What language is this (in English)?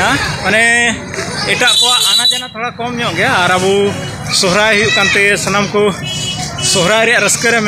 Santali